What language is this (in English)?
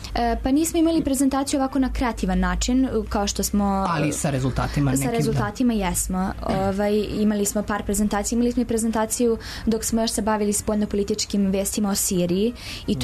Serbian